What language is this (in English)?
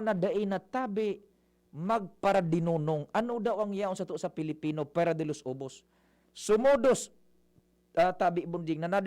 Bikol